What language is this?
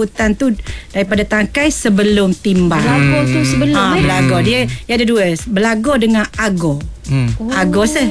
Malay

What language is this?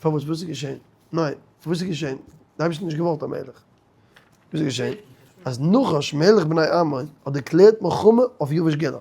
Yiddish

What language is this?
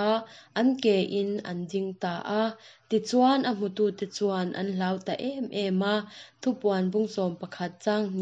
Mizo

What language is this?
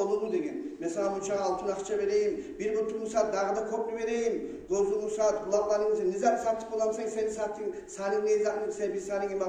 Kumyk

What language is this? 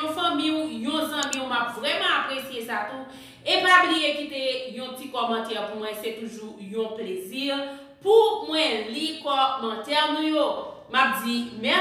Haitian Creole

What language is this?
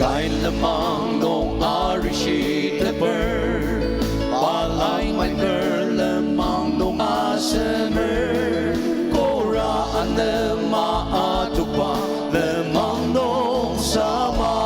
Ao Naga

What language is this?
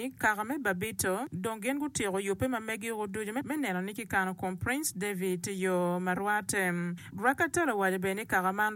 Acoli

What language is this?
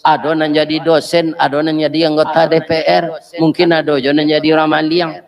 Minangkabau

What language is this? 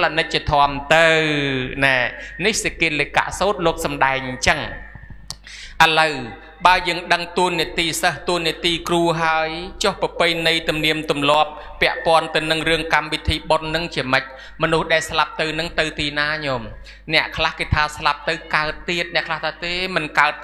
Khmer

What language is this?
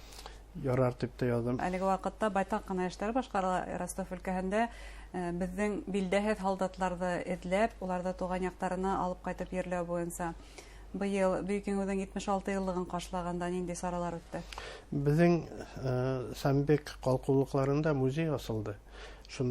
Bashkir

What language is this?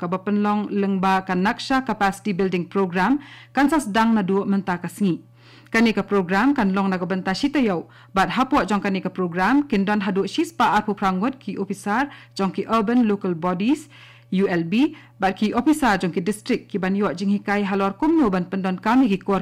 Khasi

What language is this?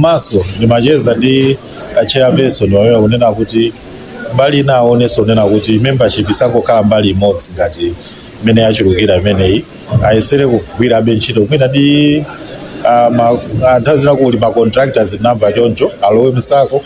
Nyanja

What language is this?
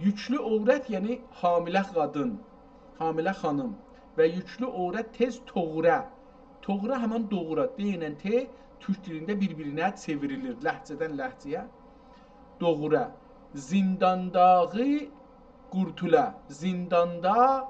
South Azerbaijani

